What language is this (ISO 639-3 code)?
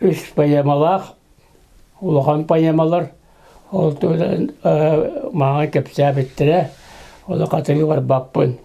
sah